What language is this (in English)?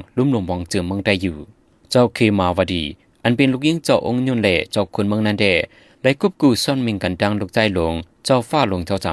Shan